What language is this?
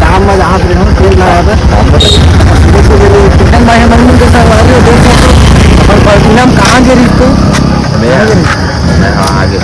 Chhattisgarhi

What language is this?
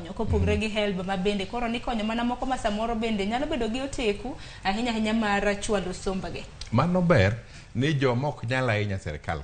Luo (Kenya and Tanzania)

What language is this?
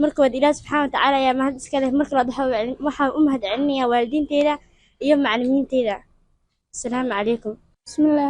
Somali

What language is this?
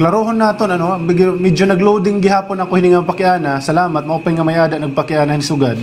Waray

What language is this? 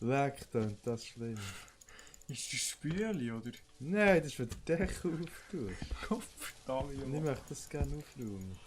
Swiss German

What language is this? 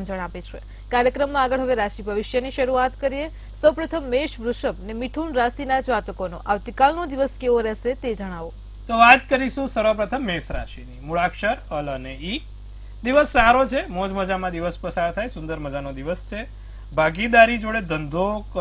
Gujarati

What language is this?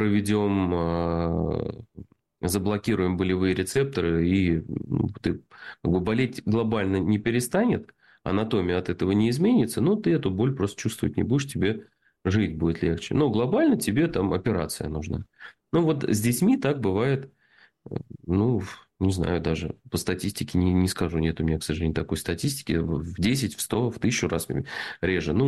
Russian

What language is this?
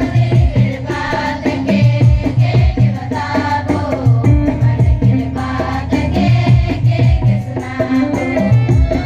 Sadri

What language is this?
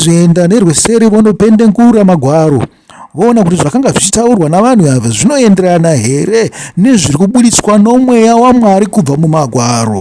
Shona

